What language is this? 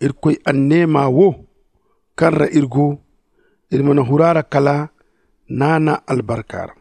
Zarma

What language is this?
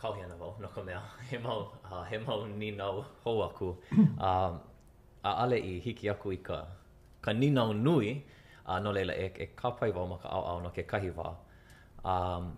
Hawaiian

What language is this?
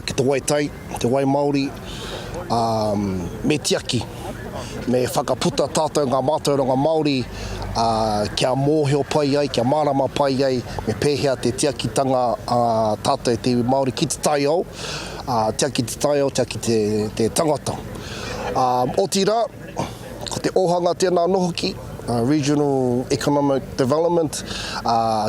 Māori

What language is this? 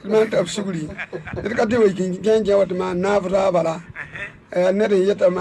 Mossi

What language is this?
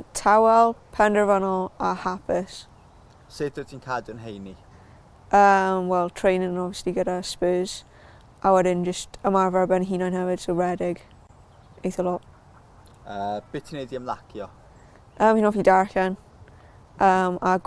Welsh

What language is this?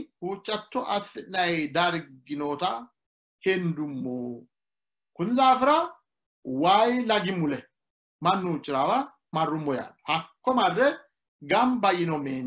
Sidamo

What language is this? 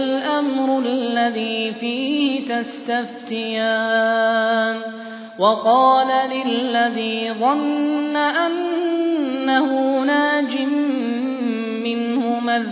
Arabic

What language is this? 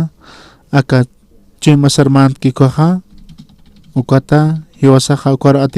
Aymara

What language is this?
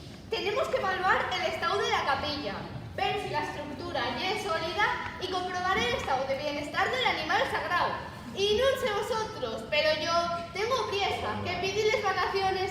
Asturian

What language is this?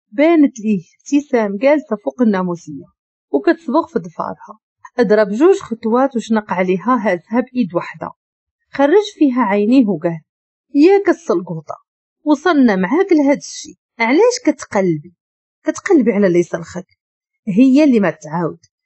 Moroccan Arabic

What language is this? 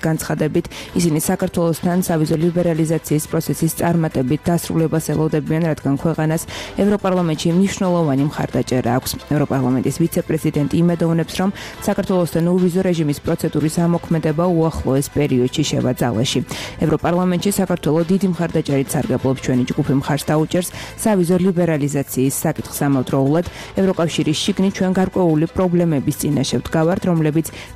Georgian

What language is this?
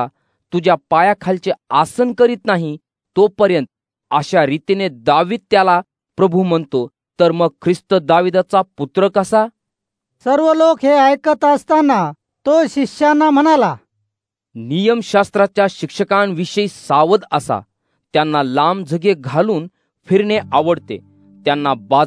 Marathi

